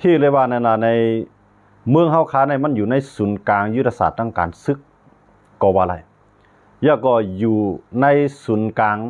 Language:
Shan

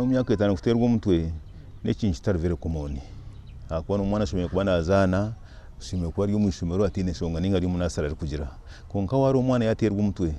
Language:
Nyankole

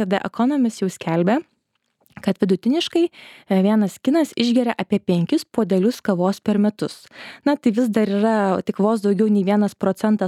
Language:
Lithuanian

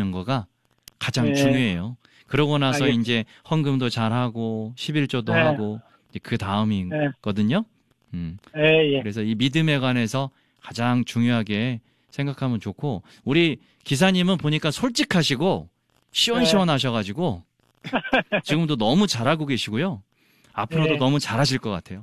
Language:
Korean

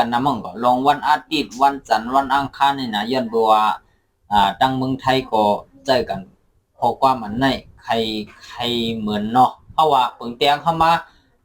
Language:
Shan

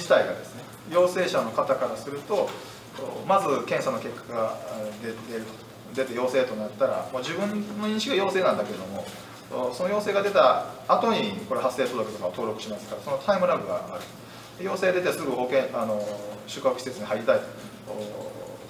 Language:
Japanese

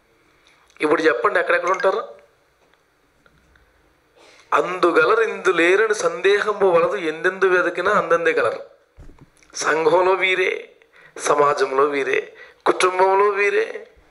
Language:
Telugu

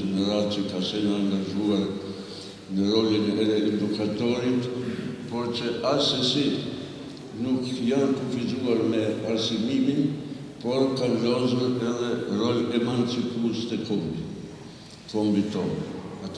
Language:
Albanian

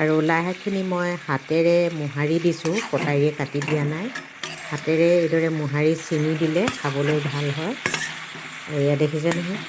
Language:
Assamese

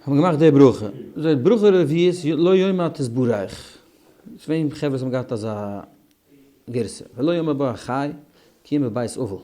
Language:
Yiddish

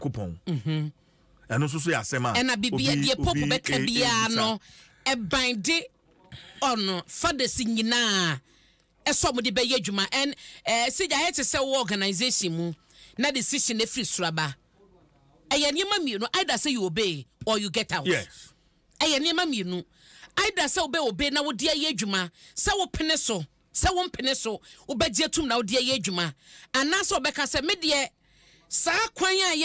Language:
Akan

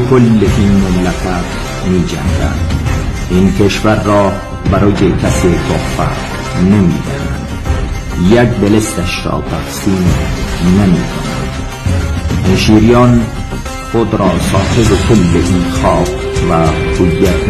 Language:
Tajik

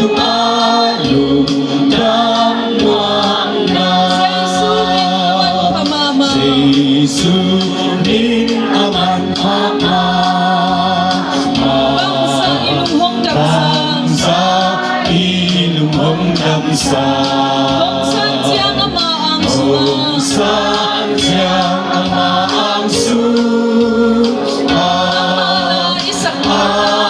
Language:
Tedim Chin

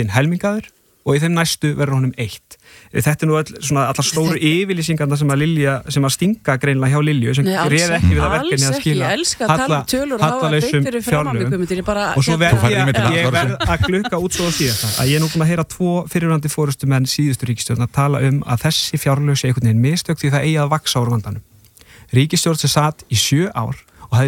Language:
Icelandic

